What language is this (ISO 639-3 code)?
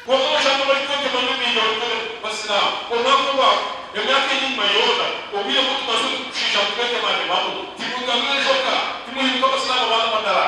nyn